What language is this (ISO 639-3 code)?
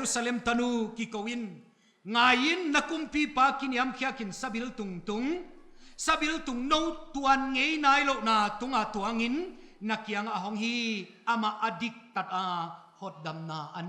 pck